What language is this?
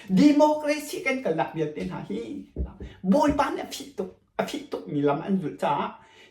Hakha Chin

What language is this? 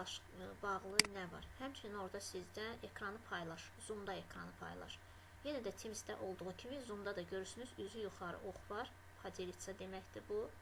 Azerbaijani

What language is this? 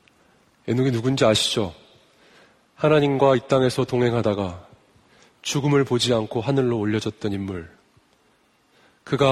Korean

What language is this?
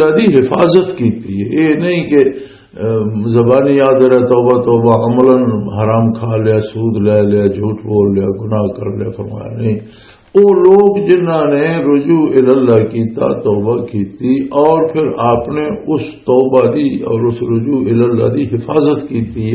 Western Panjabi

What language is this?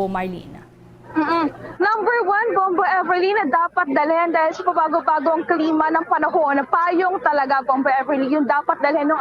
Hiligaynon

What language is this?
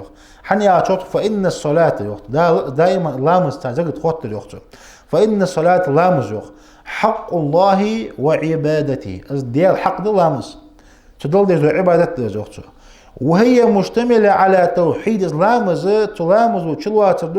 Ingush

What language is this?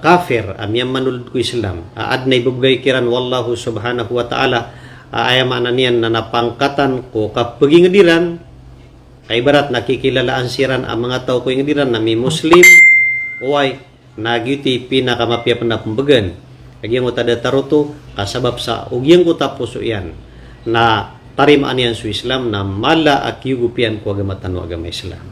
Maranao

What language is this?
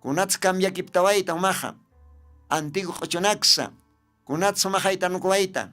Aymara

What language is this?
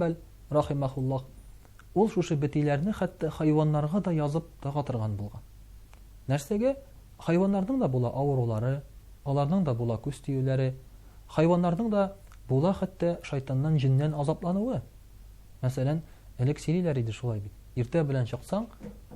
Tatar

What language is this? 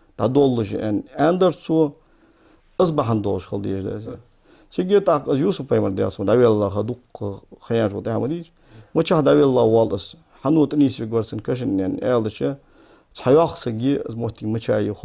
Ingush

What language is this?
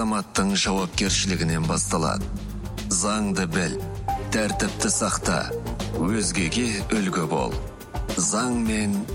Kazakh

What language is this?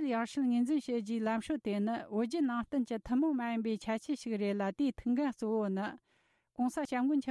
Tibetan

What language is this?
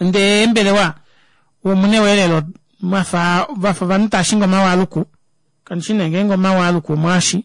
Kuanyama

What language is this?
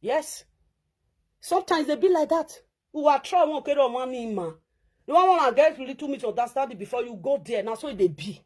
Nigerian Pidgin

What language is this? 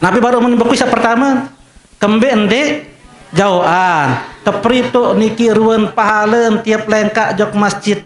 Sasak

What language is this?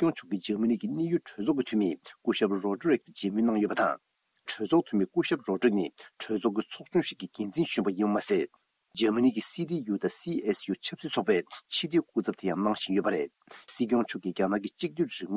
Tibetan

